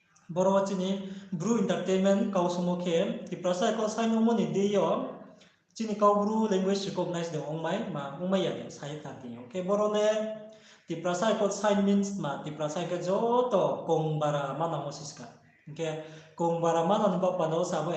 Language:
Riang (India)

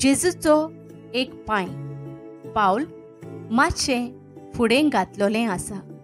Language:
Konkani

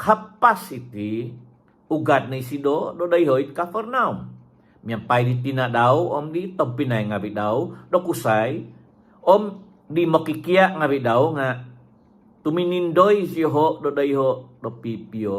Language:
Central Dusun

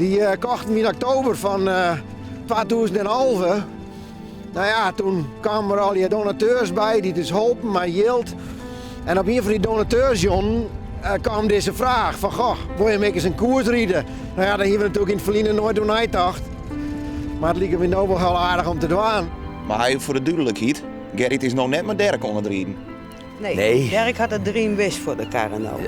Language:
Western Frisian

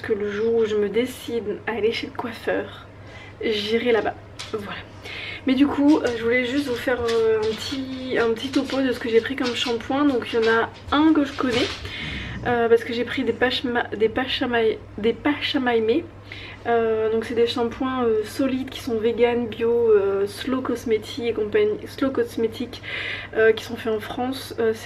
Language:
French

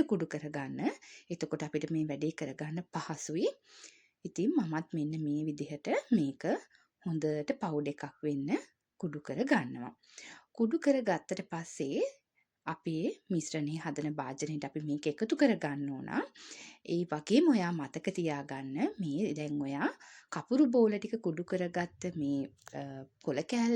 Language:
Sinhala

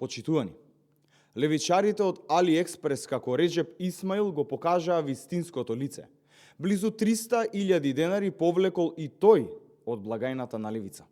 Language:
Macedonian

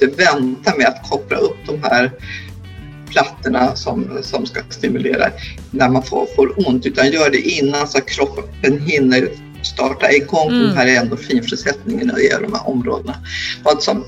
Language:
Swedish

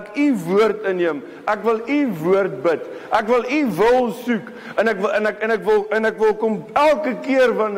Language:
Afrikaans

